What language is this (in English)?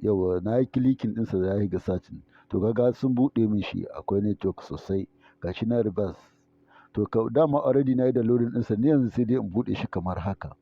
Hausa